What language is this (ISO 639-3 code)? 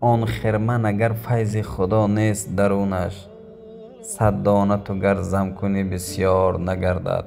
tgk